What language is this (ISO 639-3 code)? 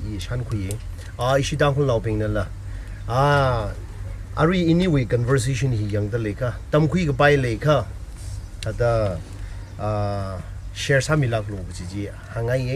nmf